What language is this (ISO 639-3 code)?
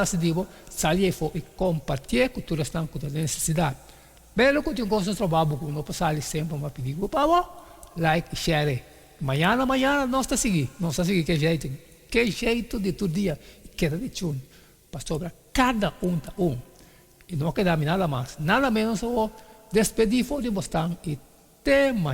pap